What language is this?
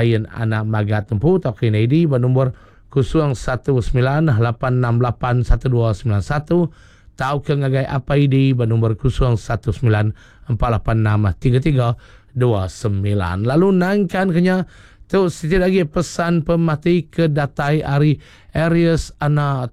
Iban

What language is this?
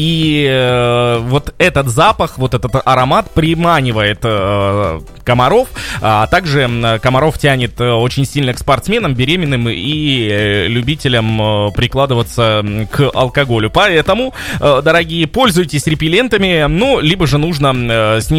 Russian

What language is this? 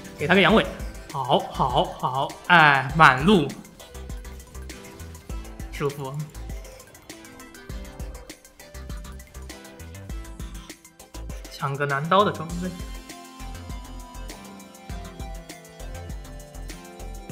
Chinese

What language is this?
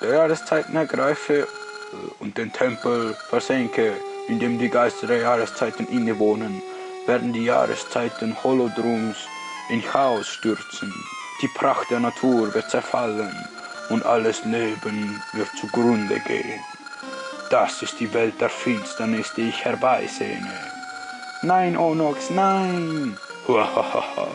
Swiss German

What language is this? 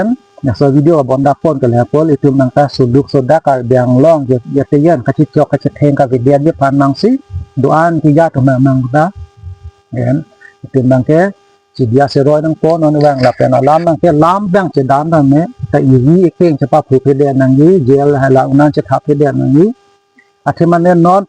Karbi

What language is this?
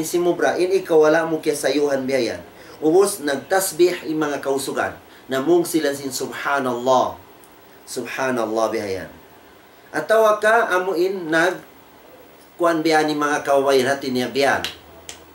Tausug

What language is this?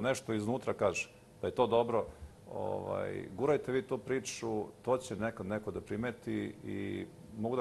Serbian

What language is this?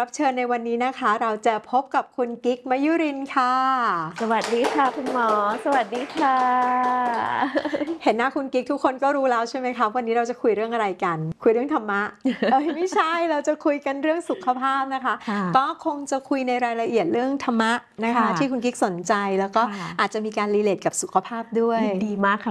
Thai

